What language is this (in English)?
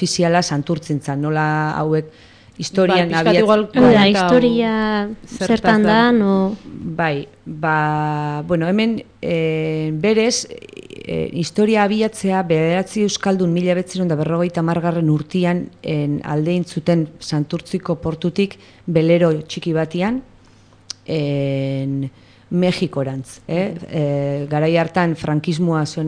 Basque